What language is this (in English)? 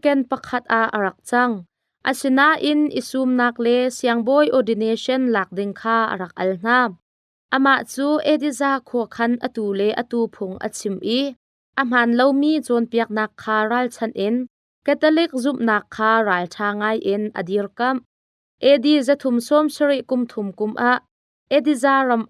Hakha Chin